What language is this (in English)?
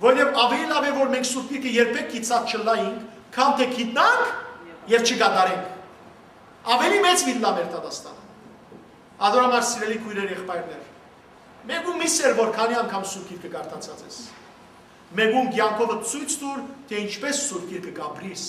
Western Armenian